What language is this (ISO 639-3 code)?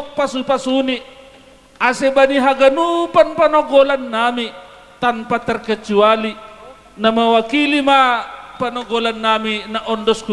bts